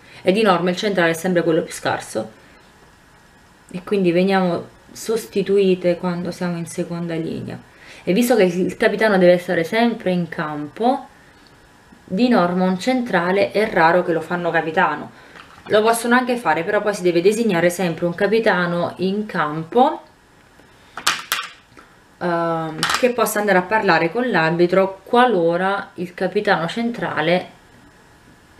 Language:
Italian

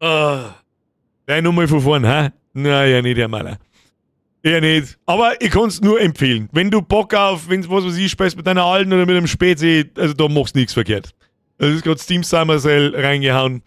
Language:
Bavarian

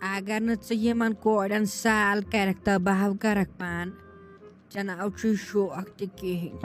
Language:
Kashmiri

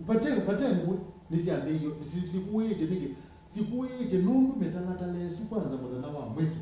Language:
Kamba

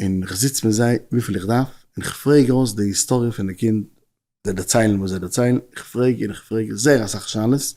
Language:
Yiddish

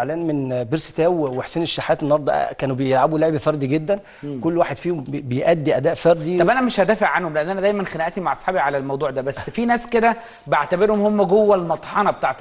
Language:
Egyptian Arabic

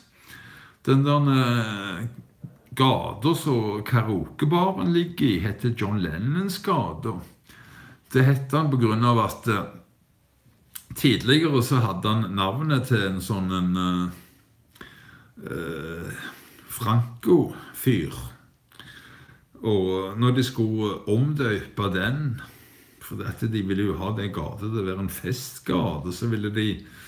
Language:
Norwegian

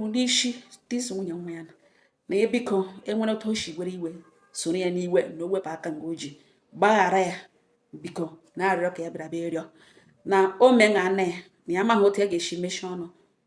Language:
Igbo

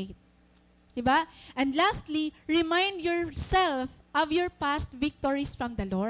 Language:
Waray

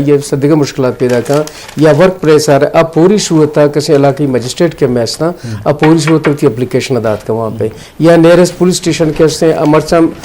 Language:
Eastern Balochi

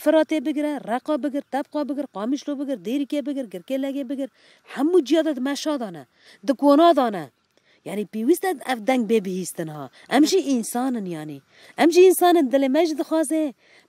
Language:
Kurdish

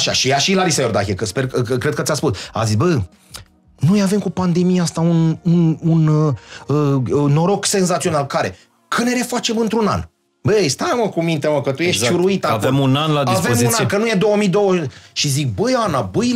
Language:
Romanian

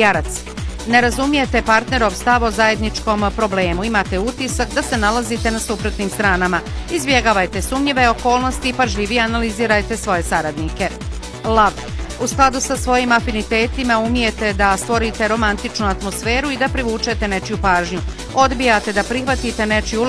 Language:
Bosnian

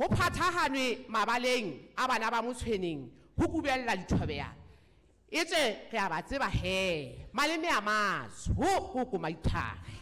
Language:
Southern Sotho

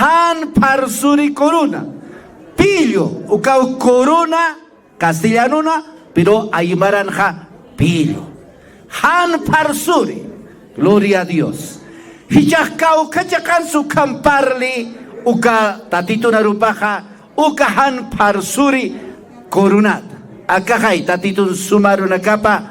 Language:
Aymara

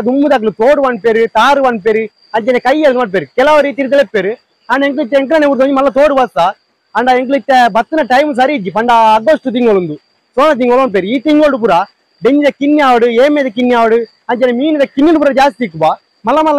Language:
Tulu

